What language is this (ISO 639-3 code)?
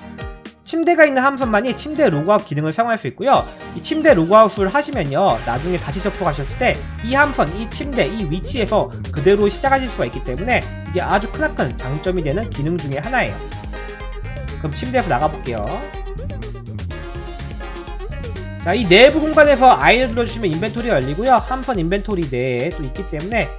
kor